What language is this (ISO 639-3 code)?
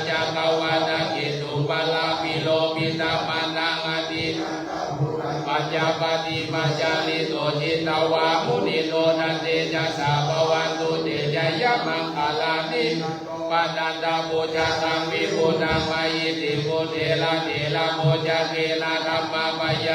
pli